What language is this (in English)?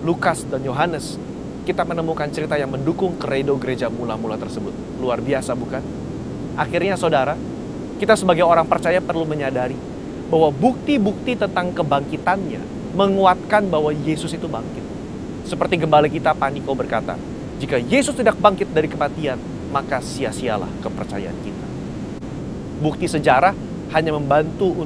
Indonesian